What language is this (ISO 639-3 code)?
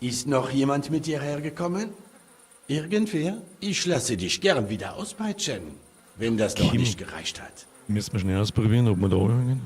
bar